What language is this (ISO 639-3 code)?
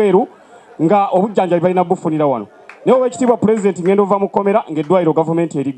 lug